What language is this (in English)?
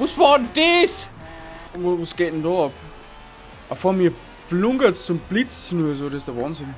Bavarian